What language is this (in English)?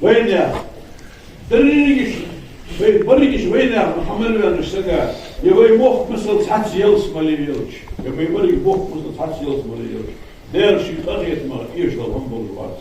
Ingush